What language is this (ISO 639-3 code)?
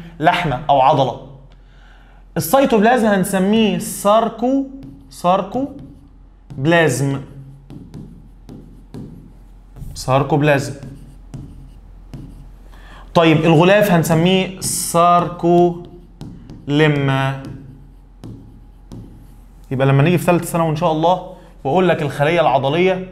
arz